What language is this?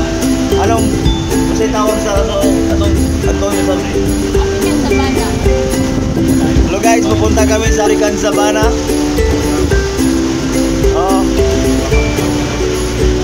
Filipino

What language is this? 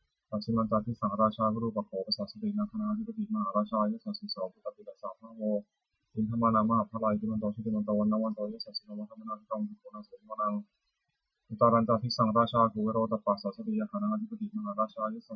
Pali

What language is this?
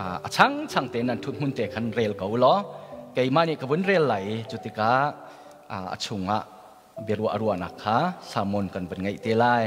Hakha Chin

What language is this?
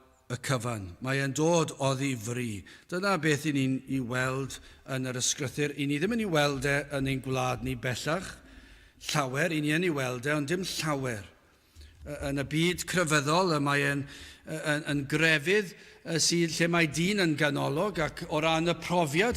Welsh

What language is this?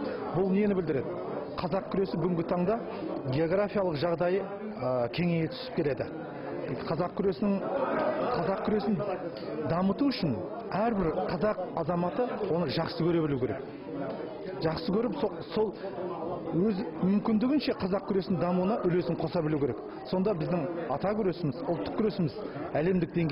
Kazakh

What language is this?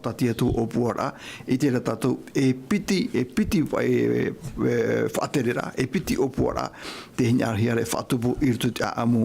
Tahitian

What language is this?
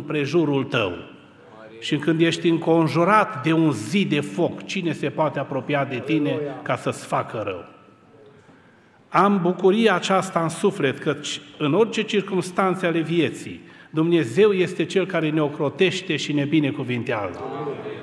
Romanian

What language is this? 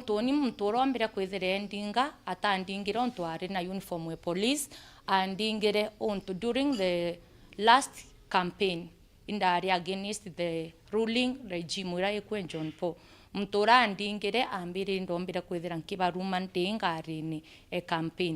Meru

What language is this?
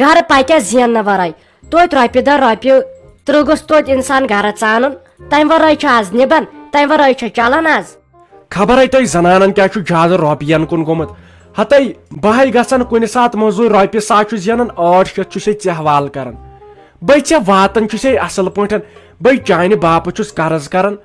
Kashmiri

